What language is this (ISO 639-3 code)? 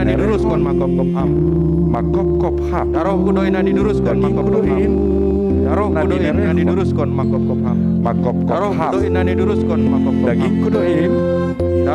bts